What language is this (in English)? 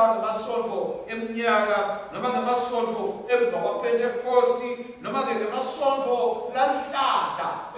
Swati